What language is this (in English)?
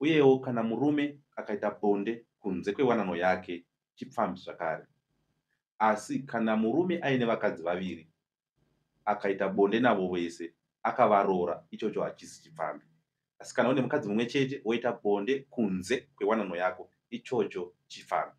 Shona